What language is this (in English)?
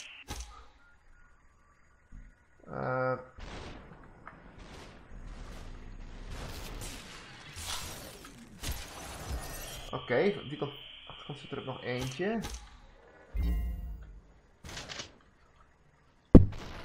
Dutch